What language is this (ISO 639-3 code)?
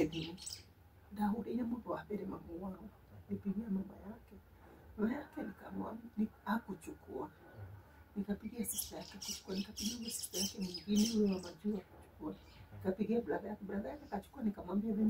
kik